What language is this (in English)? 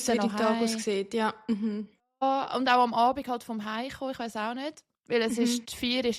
Swiss German